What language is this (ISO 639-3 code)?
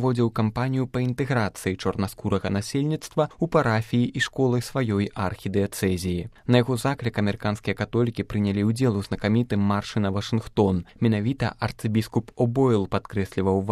bel